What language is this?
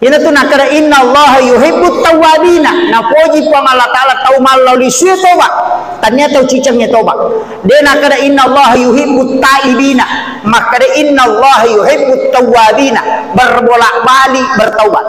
Buginese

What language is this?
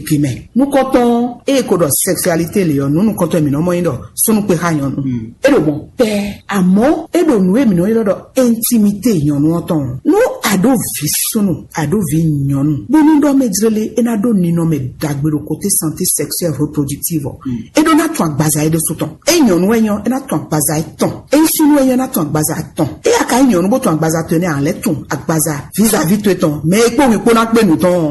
Fon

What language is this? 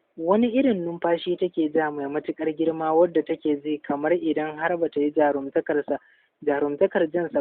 Hausa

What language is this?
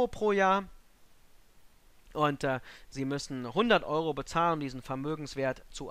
German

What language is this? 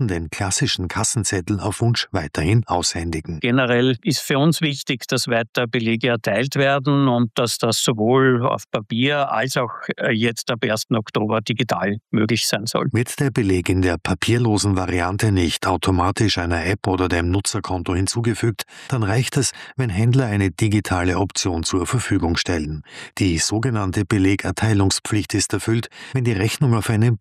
German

